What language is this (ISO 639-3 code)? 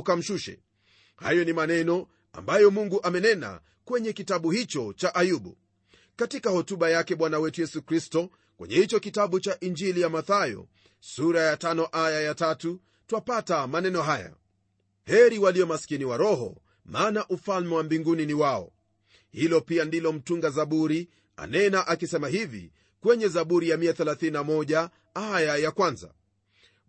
swa